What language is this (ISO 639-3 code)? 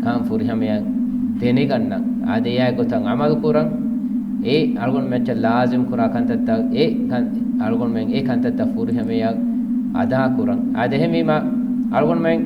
div